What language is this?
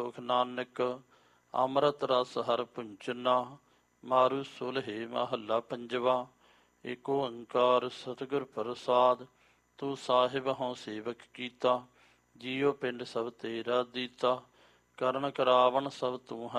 Punjabi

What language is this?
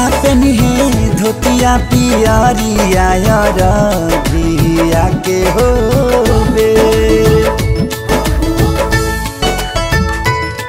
Bhojpuri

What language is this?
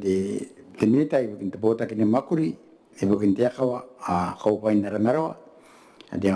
Gilbertese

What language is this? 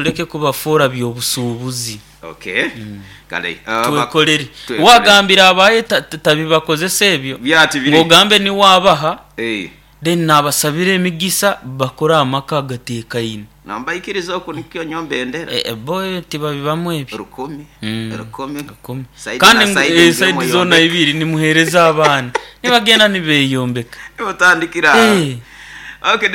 Nyoro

